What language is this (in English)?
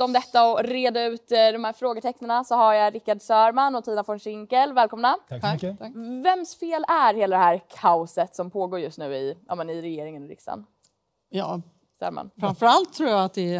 Swedish